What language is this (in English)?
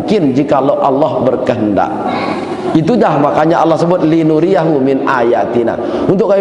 Sasak